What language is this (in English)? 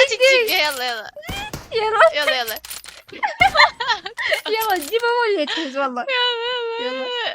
Mesopotamian Arabic